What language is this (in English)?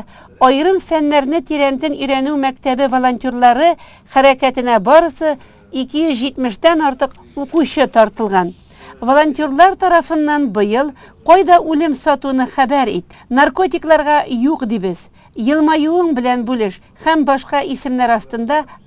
Tatar